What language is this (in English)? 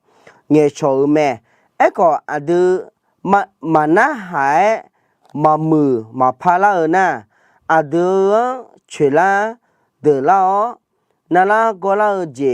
Akha